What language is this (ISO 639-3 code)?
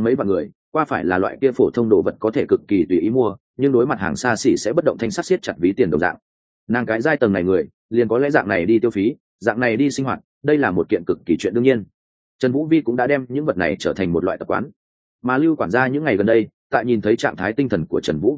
vie